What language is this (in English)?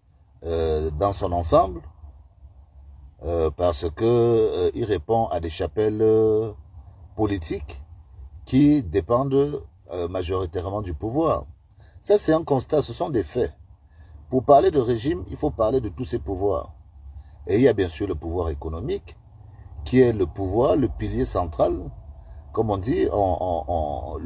French